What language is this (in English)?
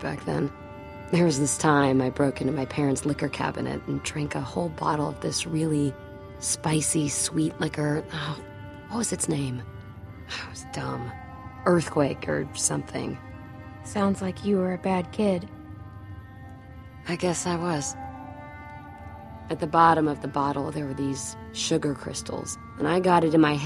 English